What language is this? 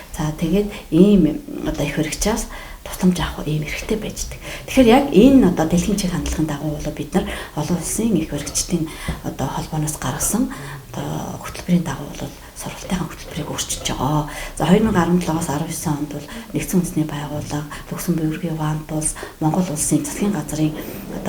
Mongolian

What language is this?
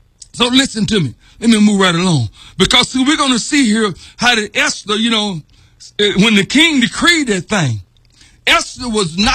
English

